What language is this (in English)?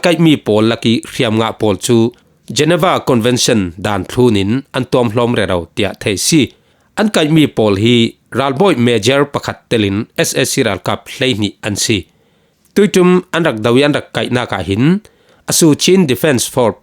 Falam Chin